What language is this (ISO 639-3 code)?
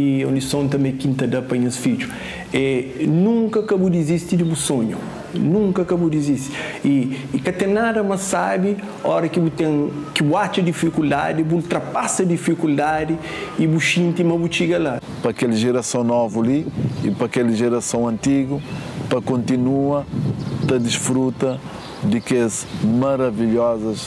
kea